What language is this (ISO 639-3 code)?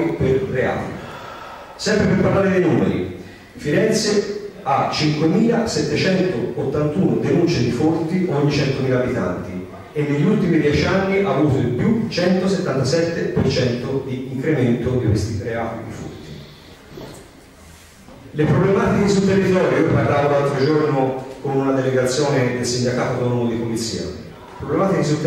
ita